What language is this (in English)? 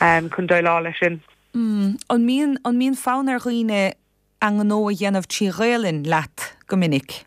Irish